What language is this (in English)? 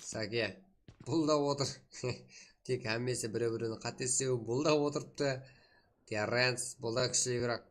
Kara-Kalpak